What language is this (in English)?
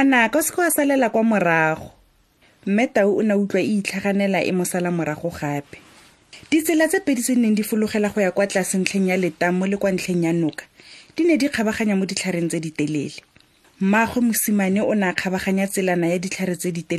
Tswana